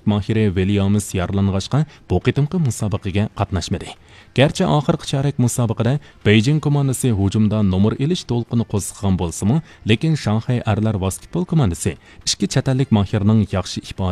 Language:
Uyghur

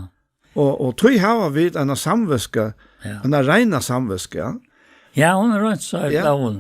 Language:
Faroese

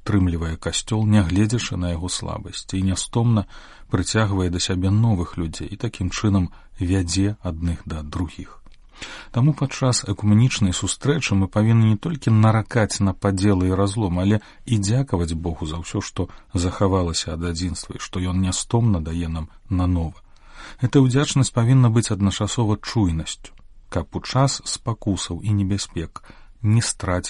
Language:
Belarusian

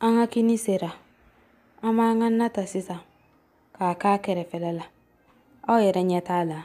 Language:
Bambara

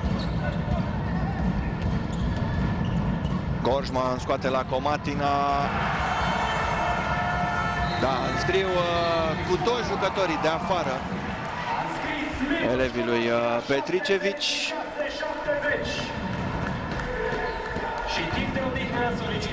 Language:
Romanian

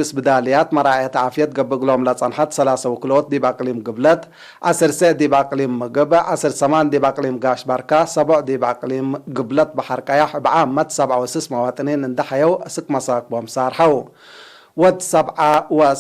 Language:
Tigre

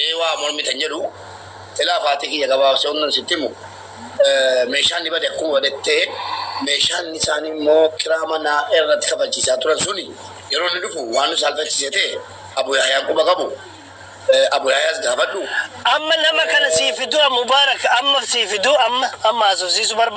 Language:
Oromo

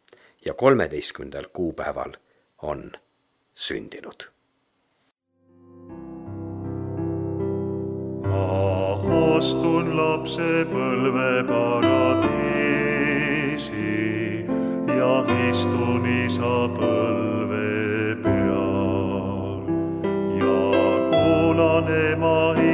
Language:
Estonian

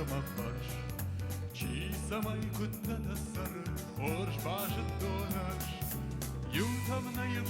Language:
Ossetic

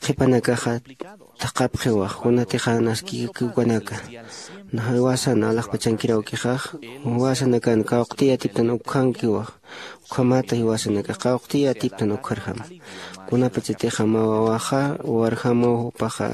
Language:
Aymara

